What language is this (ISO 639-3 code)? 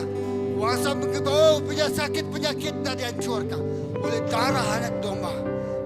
iba